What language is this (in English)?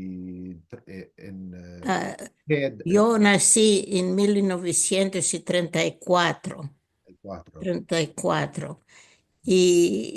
Ladino